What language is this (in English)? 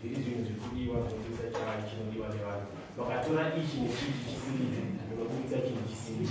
Shona